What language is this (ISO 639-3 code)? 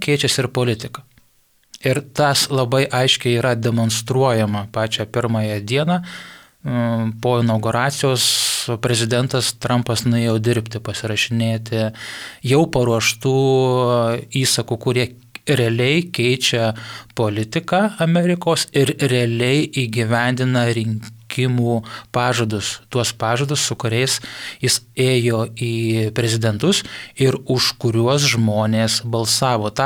lit